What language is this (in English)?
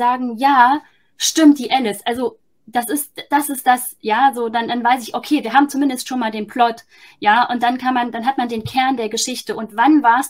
German